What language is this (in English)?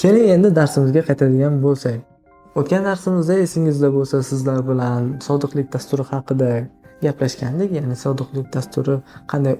Uzbek